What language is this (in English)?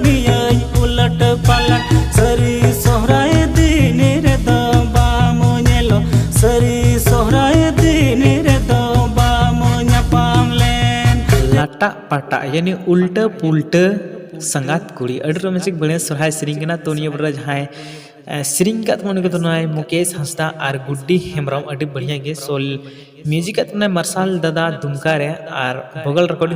Santali